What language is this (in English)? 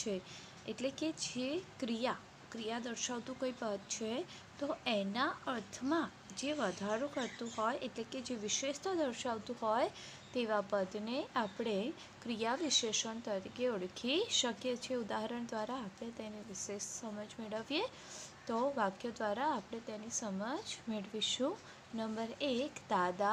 Gujarati